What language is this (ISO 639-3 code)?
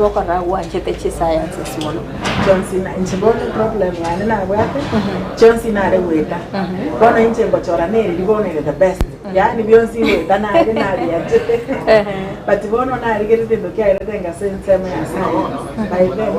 guz